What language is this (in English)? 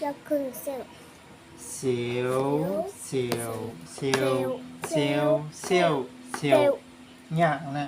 Shan